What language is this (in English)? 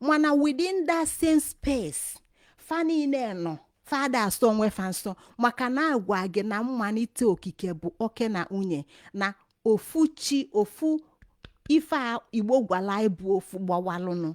Igbo